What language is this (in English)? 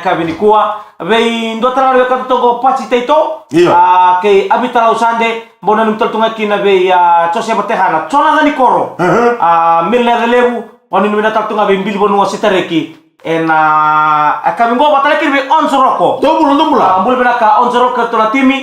Fijian